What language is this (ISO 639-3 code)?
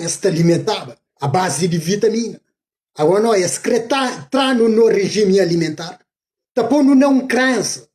kea